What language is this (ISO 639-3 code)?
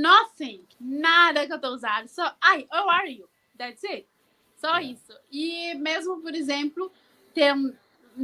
kea